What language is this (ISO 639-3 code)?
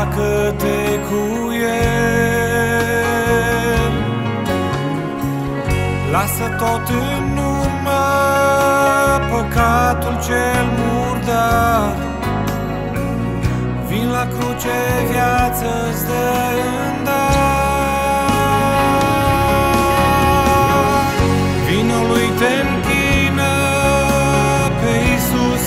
ron